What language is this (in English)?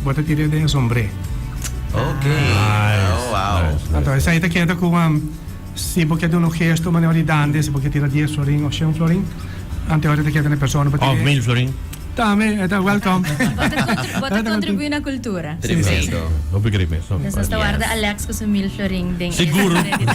Papiamento